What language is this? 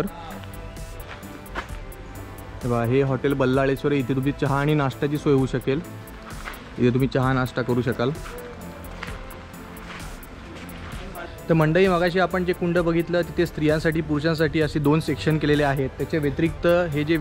Marathi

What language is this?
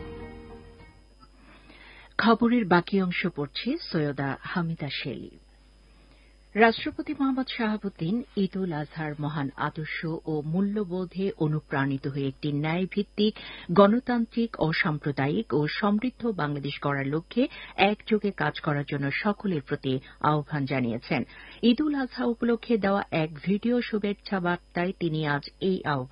Bangla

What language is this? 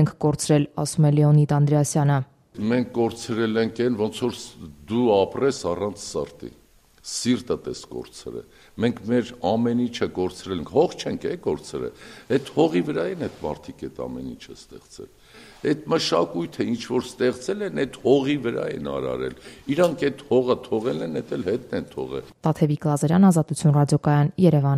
Armenian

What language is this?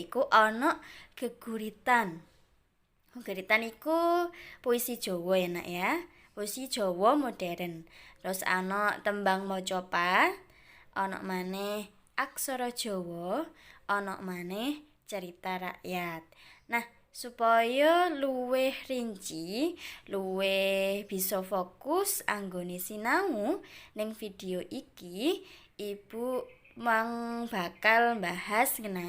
Javanese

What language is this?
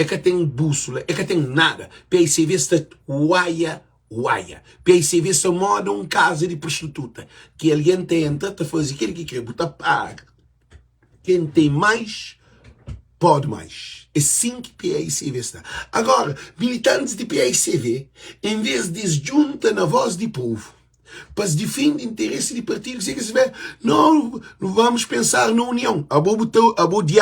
Kabuverdianu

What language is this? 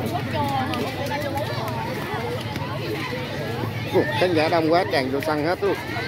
Vietnamese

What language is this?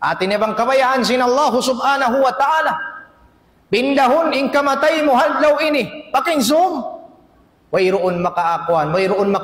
Tausug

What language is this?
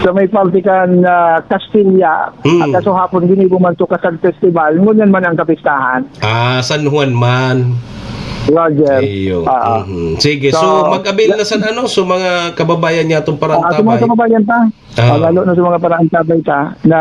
Bikol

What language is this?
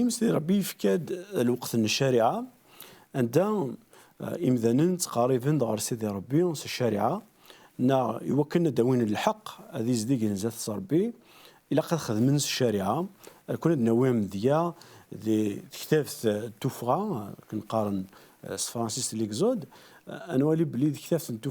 Kabyle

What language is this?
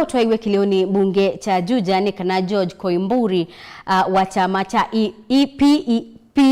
Kamba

